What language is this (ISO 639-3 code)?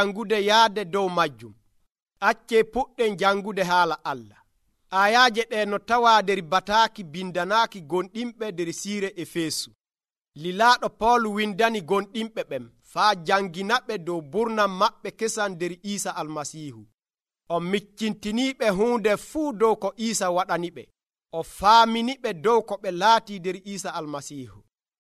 fuv